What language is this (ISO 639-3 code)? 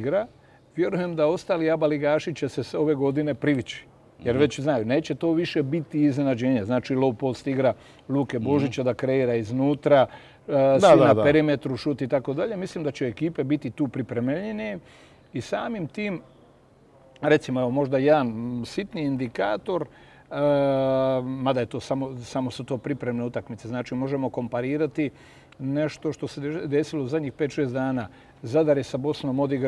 hrv